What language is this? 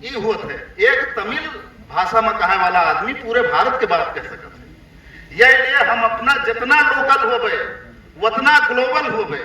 Awadhi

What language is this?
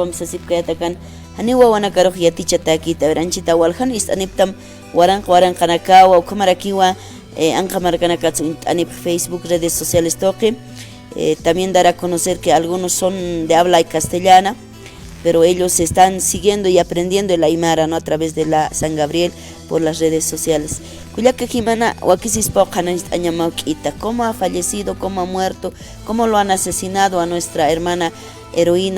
Aymara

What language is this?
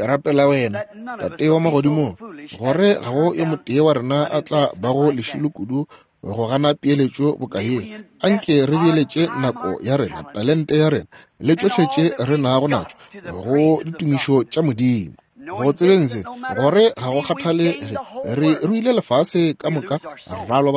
Northern Sotho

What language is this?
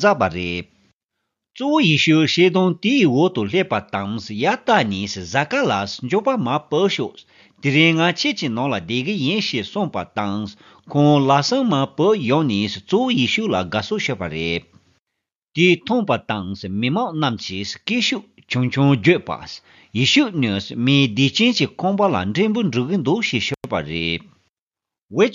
Tibetan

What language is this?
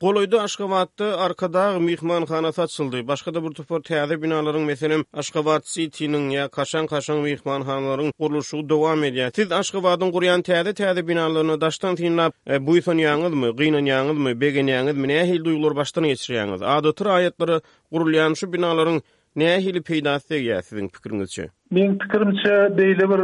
Turkmen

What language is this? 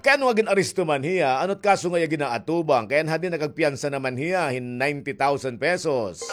Waray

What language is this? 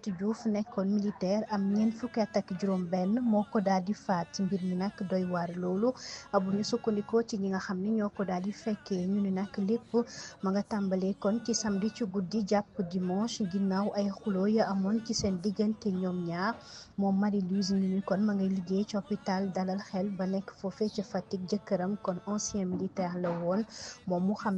Wolof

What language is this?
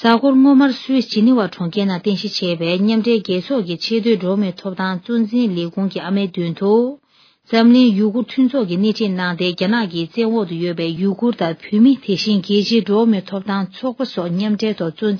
Tibetan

